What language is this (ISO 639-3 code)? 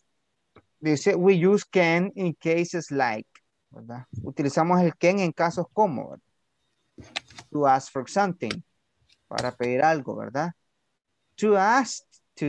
spa